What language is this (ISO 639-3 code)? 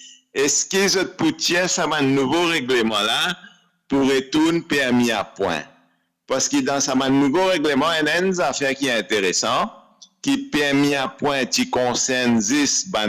mfe